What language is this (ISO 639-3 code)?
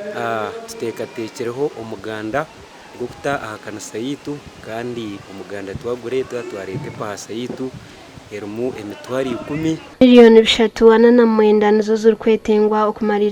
nyn